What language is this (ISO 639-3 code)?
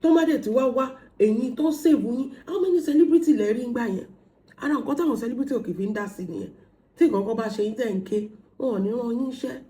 yor